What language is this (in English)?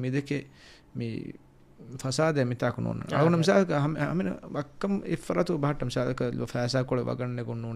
Divehi